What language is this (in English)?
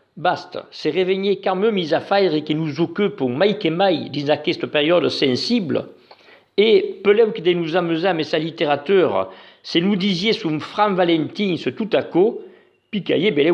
Occitan